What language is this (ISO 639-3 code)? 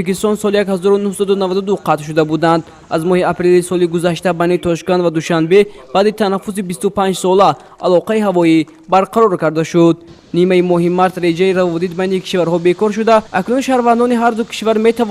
tgk